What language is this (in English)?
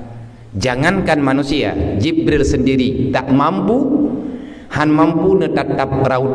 Achinese